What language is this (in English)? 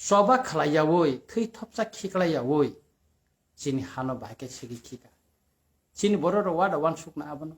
Kok Borok